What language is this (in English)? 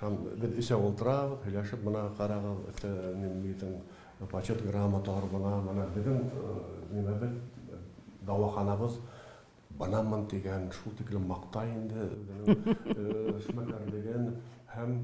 Bashkir